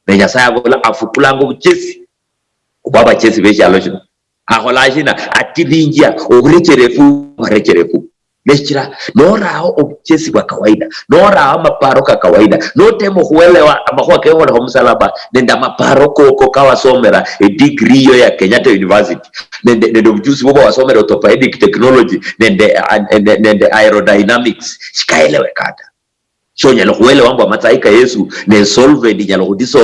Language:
Luyia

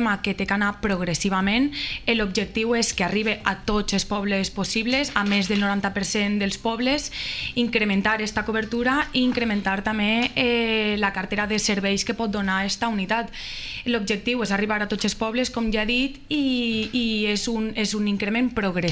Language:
Catalan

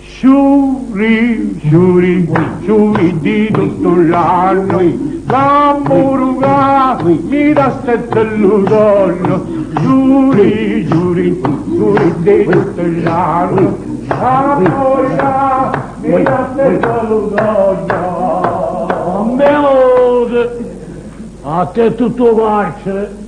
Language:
Neapolitan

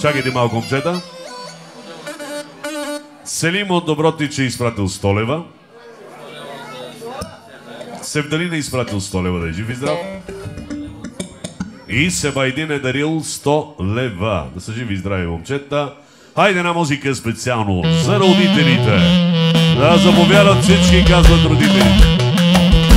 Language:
Bulgarian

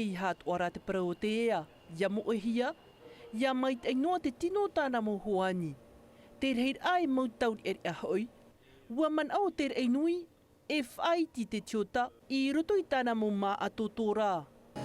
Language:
Tahitian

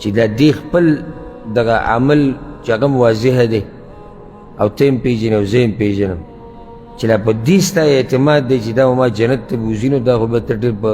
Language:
Pashto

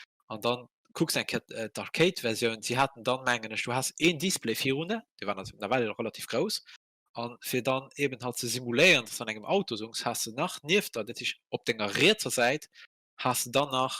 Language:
Luxembourgish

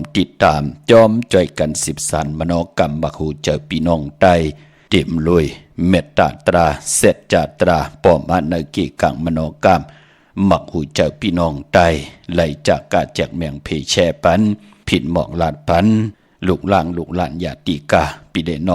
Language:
Shan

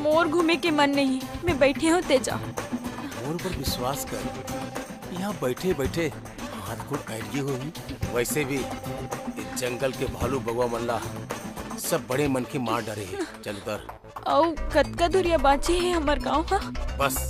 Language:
Chhattisgarhi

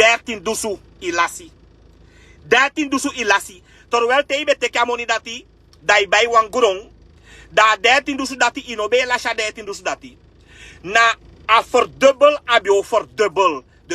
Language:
Sranan Tongo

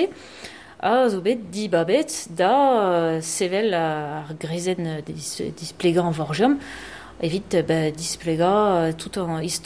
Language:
Breton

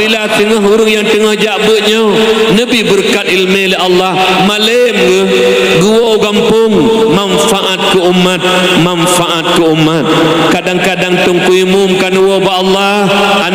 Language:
Achinese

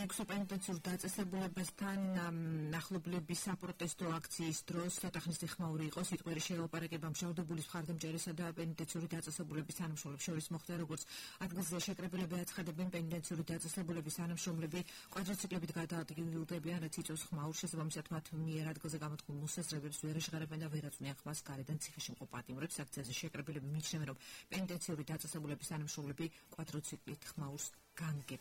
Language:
Georgian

